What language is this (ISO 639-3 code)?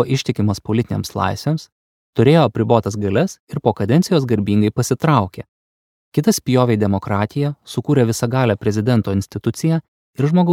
lit